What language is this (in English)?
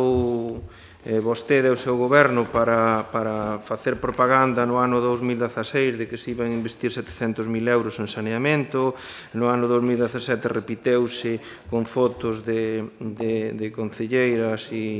Galician